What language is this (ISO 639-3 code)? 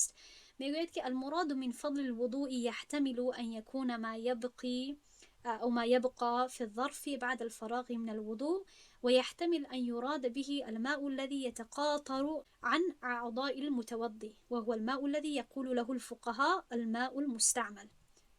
tgk